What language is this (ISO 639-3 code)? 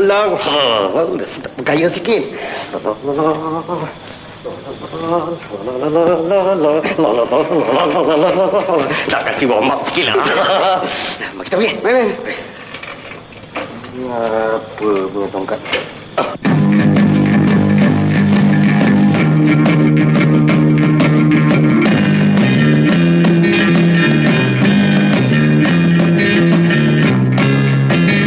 msa